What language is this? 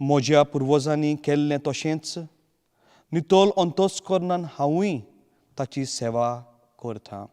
Konkani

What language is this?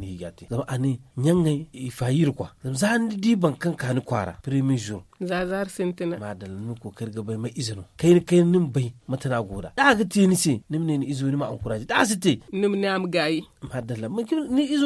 Zarma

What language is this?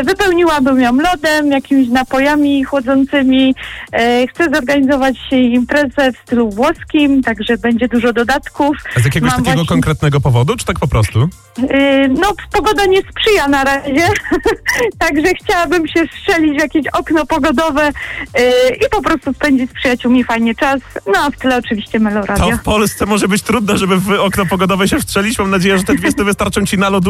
Polish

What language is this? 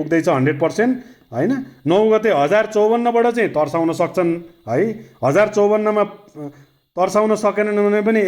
Nepali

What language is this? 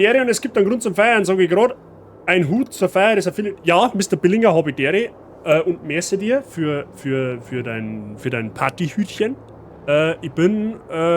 Bavarian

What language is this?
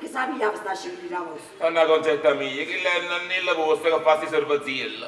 Neapolitan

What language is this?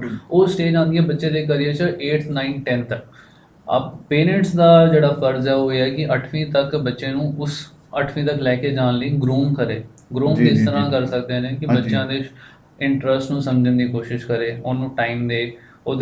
Punjabi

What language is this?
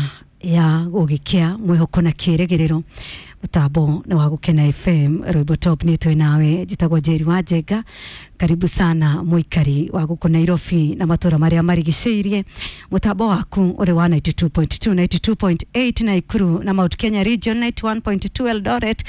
Kikuyu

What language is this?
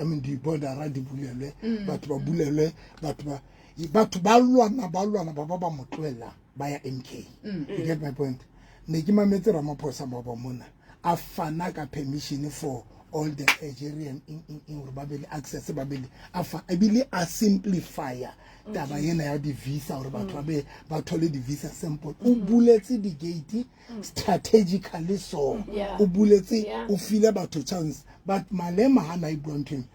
Southern Sotho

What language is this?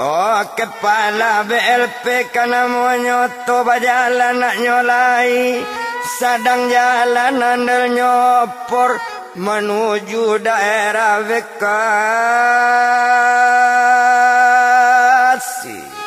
Minangkabau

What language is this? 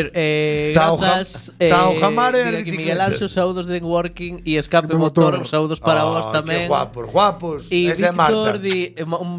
Galician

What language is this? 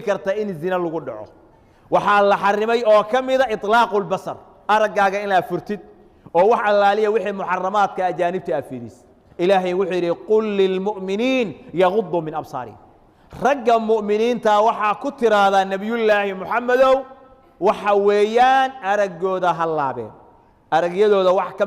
Somali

